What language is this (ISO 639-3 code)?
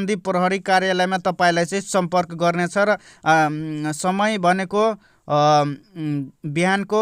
nep